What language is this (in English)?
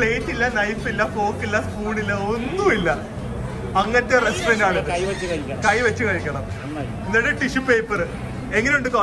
Malayalam